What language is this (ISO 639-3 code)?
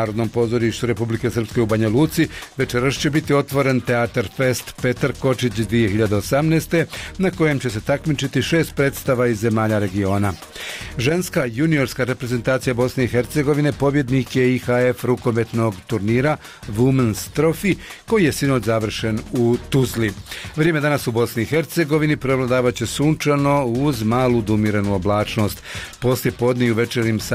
bos